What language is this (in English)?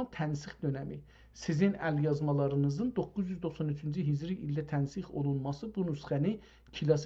South Azerbaijani